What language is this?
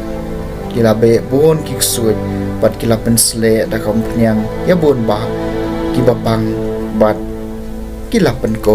Khasi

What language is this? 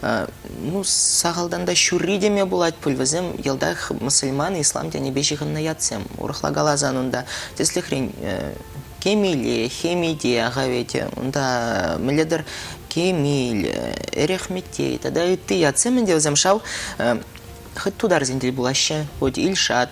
Chuvash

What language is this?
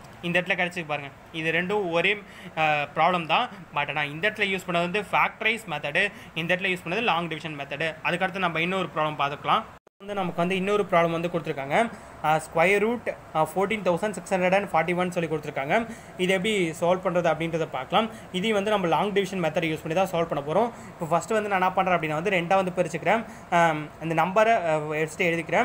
Tamil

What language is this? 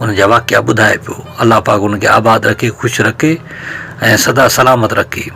Sindhi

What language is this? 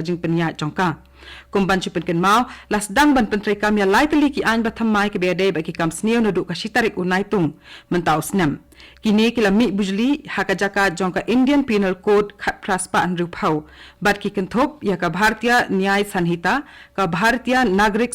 Khasi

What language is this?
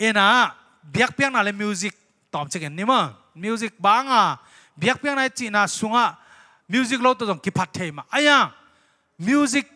Tedim Chin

